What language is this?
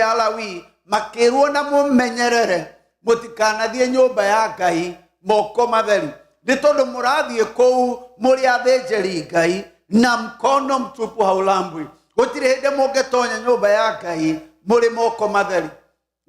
Kikuyu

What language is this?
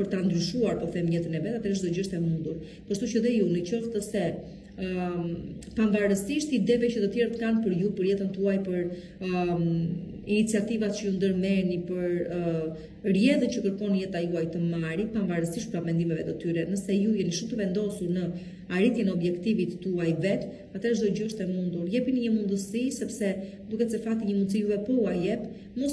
Albanian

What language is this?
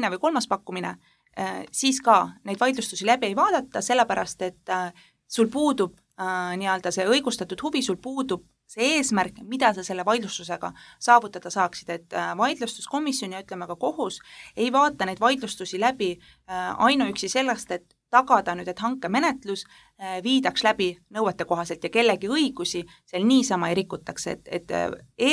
Estonian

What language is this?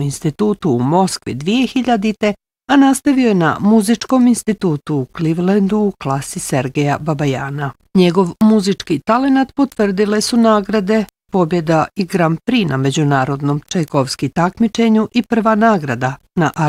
Bosnian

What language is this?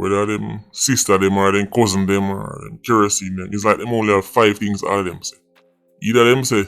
Jamaican Creole English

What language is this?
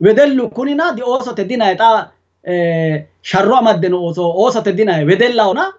Sidamo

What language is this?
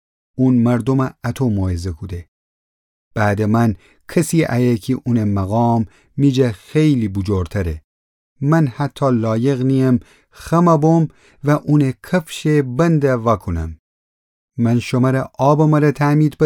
Gilaki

